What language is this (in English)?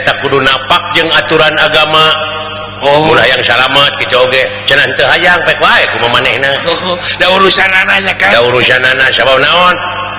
Sundanese